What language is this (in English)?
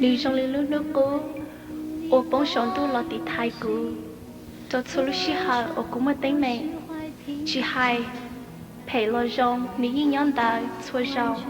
Hmong